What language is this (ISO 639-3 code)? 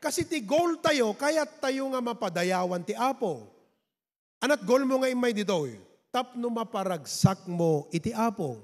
ilo